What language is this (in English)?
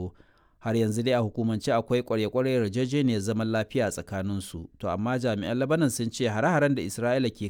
Hausa